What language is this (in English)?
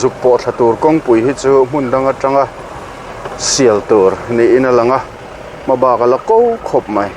Mizo